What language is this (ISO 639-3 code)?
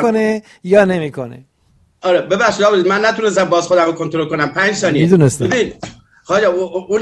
fas